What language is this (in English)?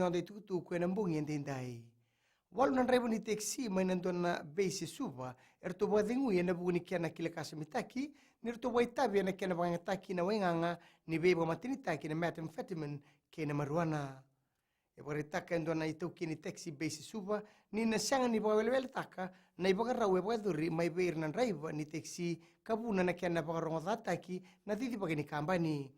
Fijian